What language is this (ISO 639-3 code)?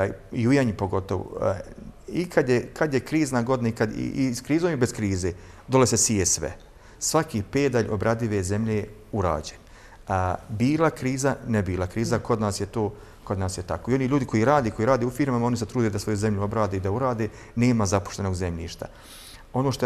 bos